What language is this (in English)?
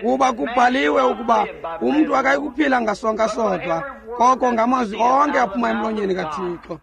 Xhosa